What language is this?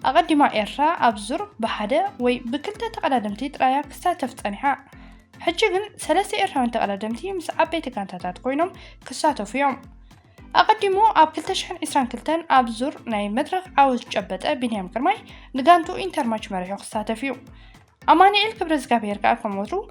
Tigrinya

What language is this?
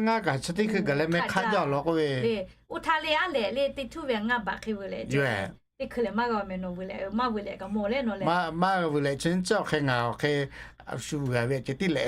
Lahu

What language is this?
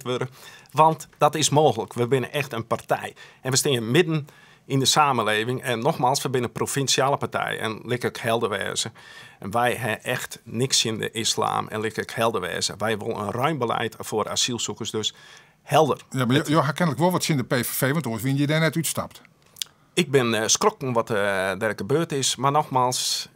Western Frisian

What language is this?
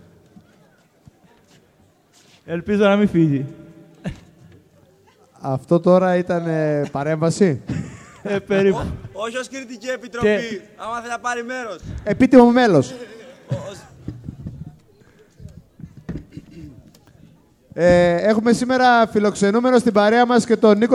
Greek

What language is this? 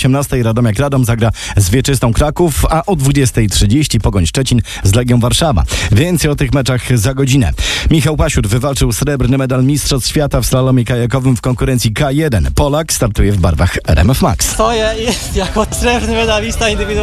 Polish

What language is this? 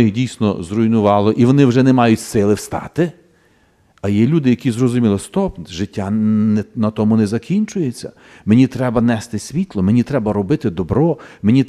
Ukrainian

